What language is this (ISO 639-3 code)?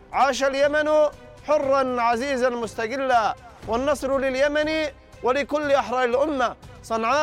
ara